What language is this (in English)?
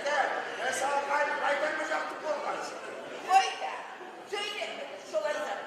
Kumyk